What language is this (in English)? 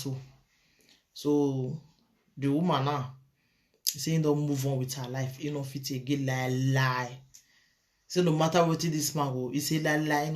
Nigerian Pidgin